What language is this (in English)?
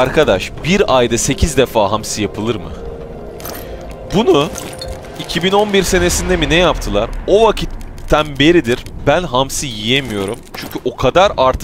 Turkish